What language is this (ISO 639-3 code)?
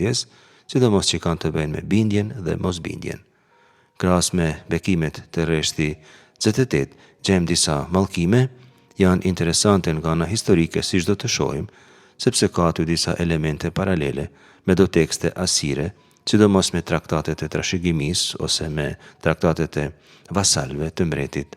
sqi